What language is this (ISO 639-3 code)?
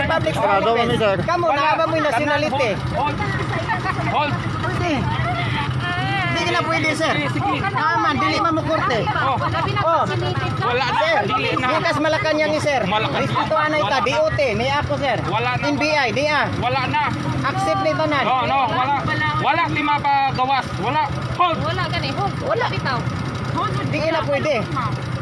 ceb